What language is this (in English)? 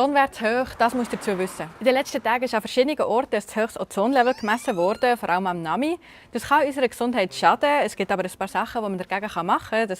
Swiss German